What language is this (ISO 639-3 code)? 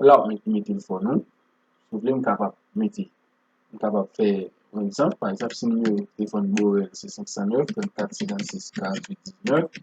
hat